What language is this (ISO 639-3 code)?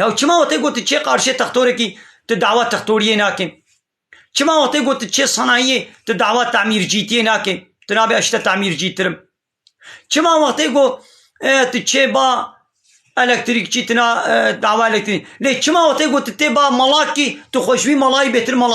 kur